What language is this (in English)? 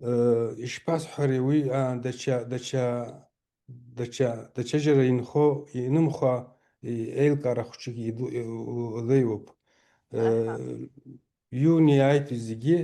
Abkhazian